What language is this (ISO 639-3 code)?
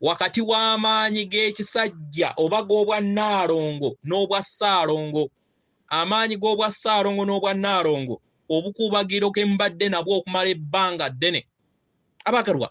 lug